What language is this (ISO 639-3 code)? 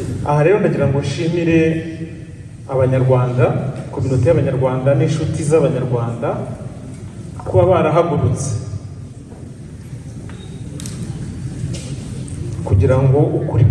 kin